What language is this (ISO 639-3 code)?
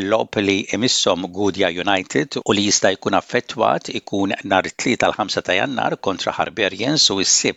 mlt